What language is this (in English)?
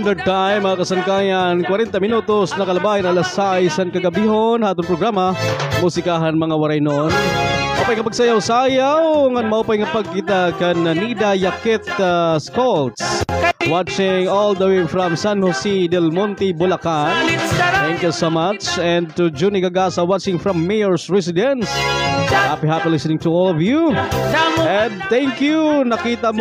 Waray